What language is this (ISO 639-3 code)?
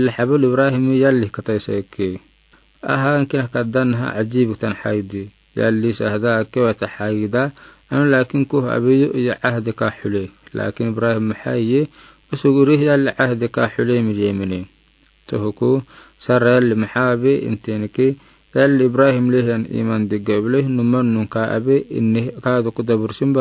aar